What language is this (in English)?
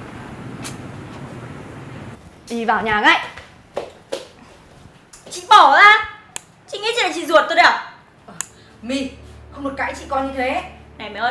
Vietnamese